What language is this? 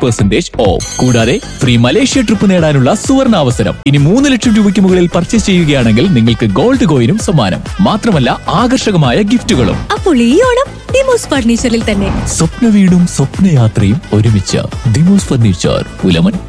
Malayalam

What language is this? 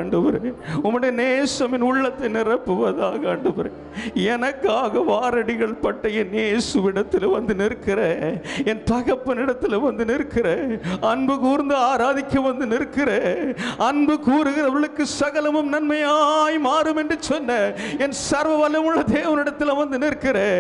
Tamil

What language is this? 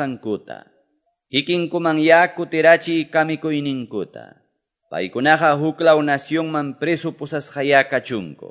Quechua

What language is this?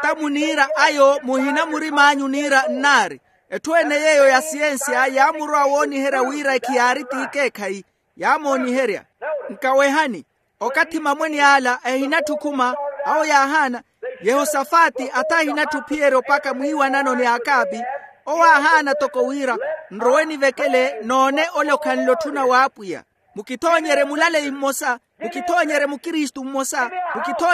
Makhuwa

